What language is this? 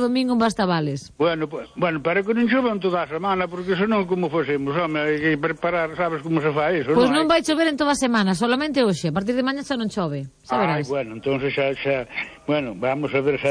Galician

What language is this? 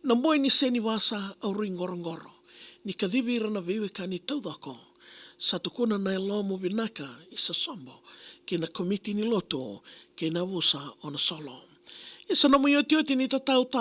Fijian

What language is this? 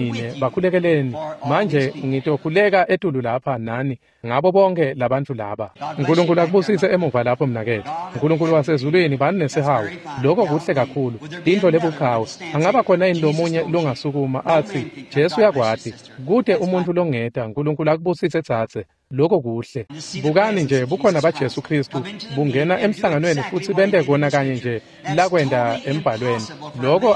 Swati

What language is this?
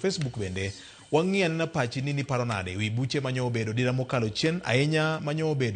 Luo (Kenya and Tanzania)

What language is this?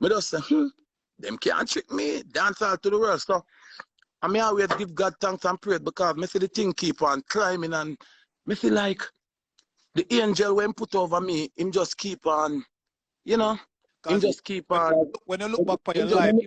Jamaican Creole English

